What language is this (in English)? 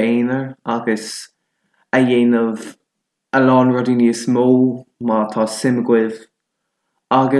Irish